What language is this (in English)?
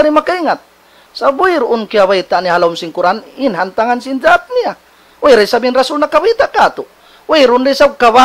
Tausug